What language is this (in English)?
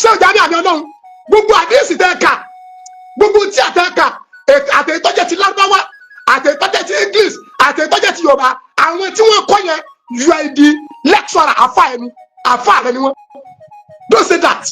Yoruba